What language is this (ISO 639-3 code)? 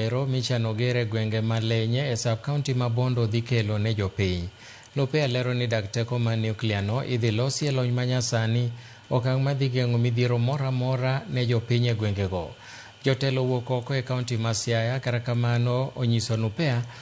luo